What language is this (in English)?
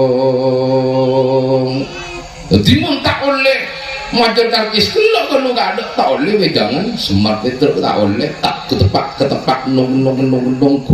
Madurese